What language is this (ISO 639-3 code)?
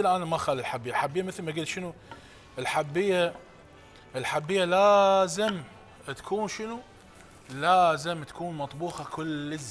acm